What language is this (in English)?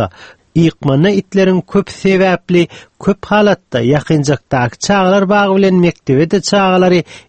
Turkmen